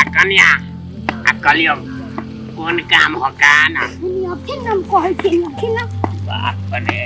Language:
Maithili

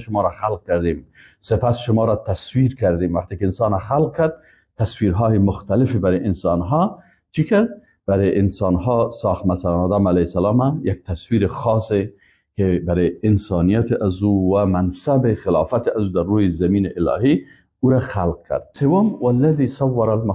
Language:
Persian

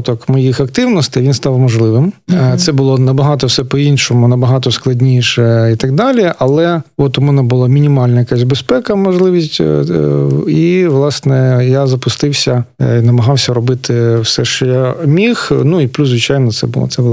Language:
Ukrainian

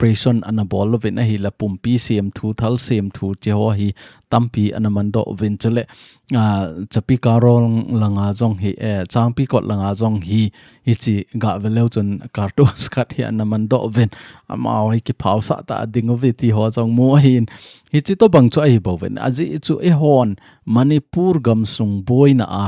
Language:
Thado Chin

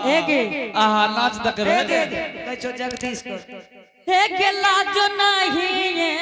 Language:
Angika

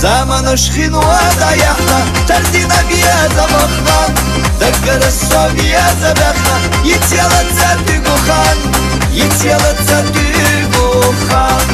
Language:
Chechen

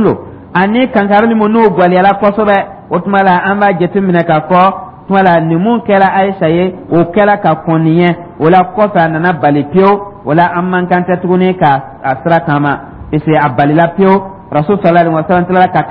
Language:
Dyula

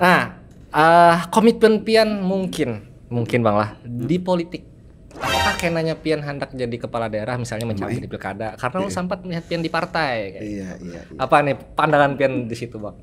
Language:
Banjar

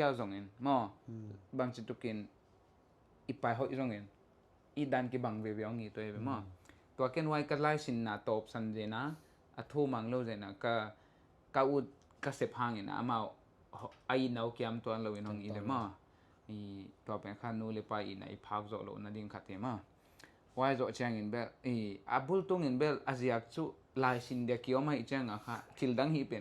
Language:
Tedim Chin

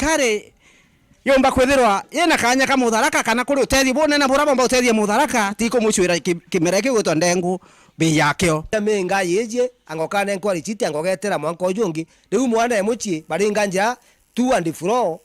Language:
Meru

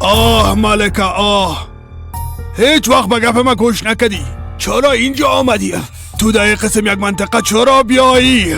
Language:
Persian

